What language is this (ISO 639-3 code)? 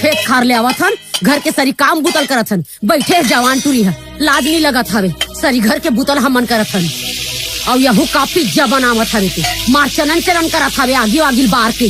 hne